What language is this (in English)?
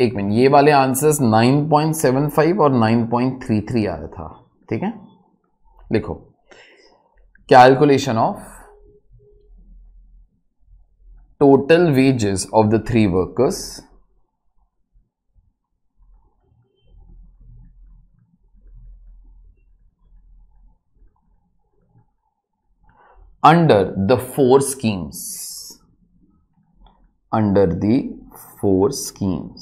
Hindi